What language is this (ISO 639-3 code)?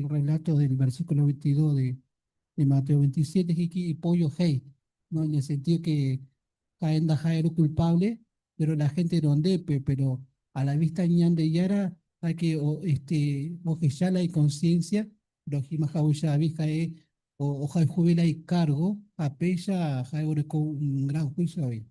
grn